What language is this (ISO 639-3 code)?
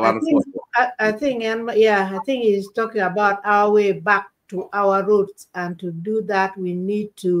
ach